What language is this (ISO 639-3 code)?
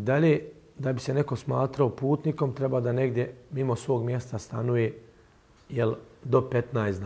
bos